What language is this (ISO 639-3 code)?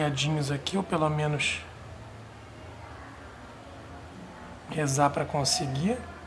por